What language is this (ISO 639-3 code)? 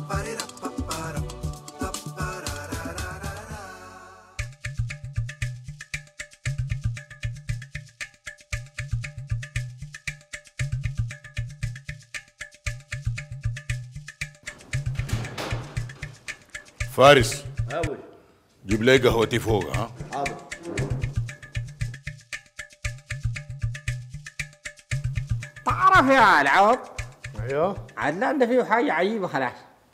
apd